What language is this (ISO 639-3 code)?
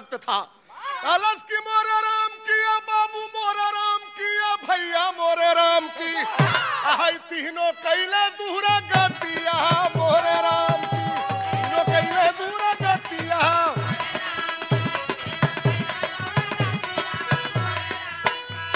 bho